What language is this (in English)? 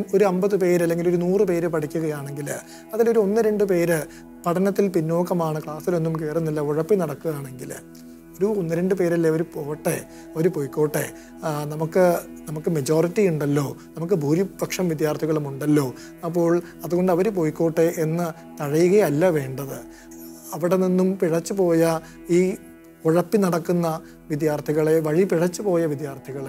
Malayalam